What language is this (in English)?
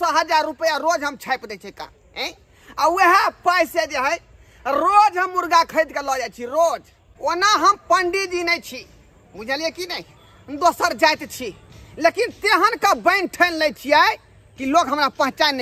Maithili